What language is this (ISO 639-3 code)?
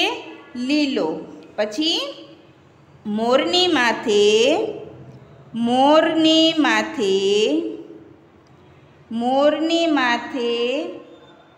guj